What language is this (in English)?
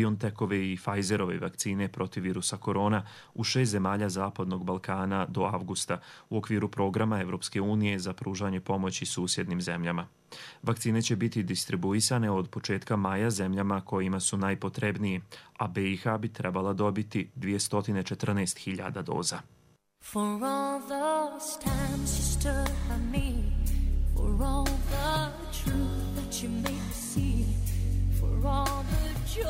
Bosnian